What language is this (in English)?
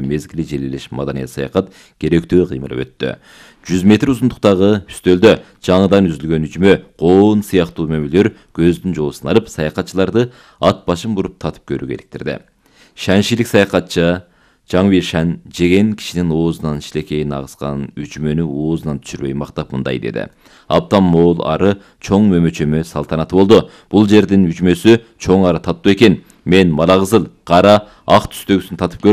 Kyrgyz